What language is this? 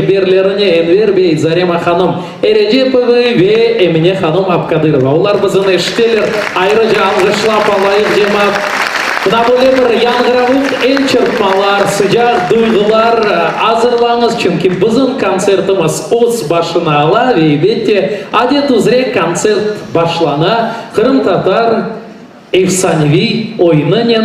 Crimean Tatar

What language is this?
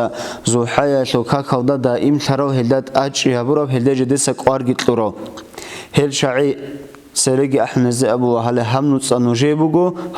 Avaric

